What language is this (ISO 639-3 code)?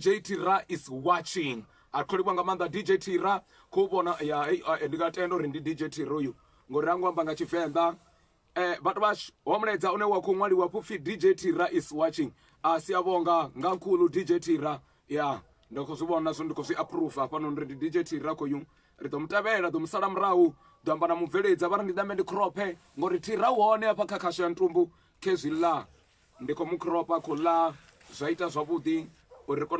ven